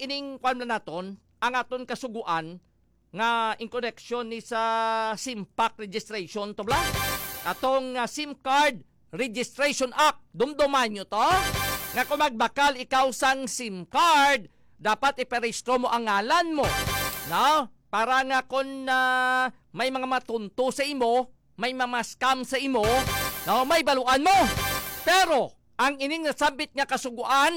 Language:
Hiligaynon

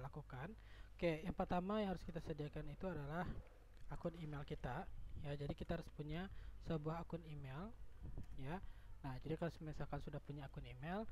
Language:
Indonesian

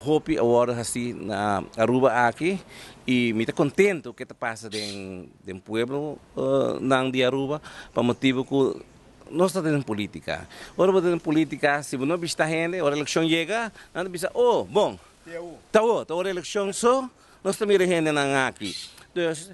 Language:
Papiamento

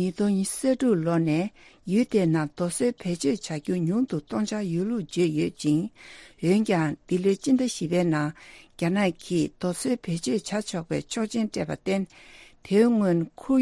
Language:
Tibetan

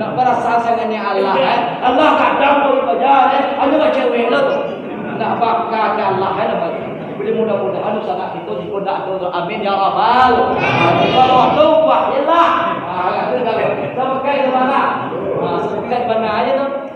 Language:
Minangkabau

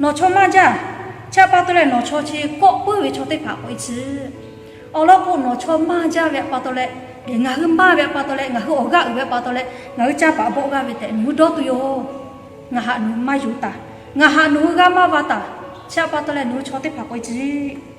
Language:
Lahu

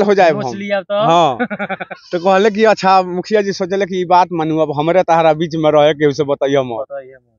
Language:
Bhojpuri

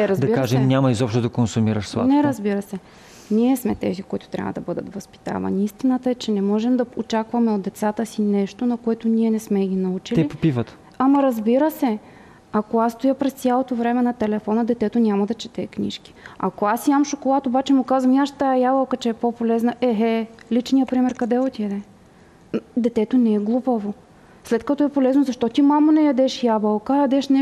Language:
Bulgarian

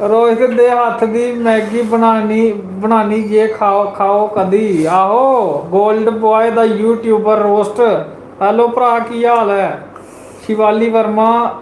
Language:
Dogri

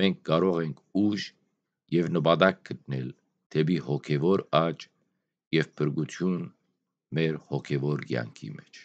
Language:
Western Armenian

